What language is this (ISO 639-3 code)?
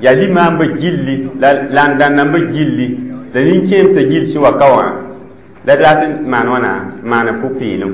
mos